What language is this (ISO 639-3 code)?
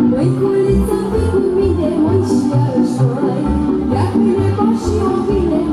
ron